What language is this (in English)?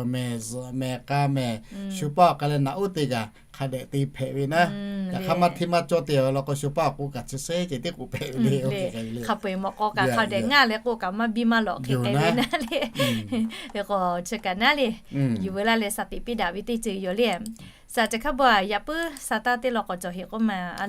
Lahu